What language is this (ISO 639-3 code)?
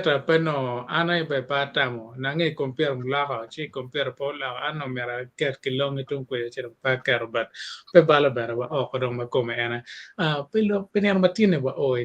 ach